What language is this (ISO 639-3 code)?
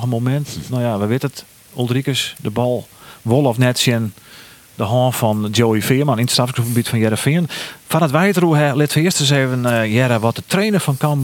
fry